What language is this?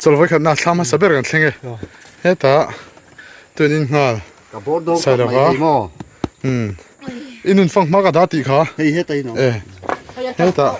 Mizo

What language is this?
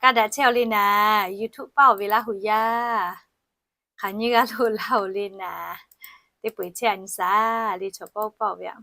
Lahu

